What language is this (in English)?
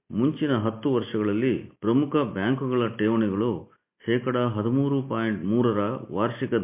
Kannada